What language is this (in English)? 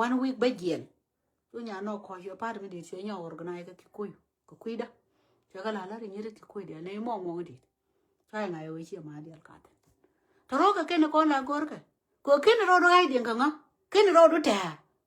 Nuer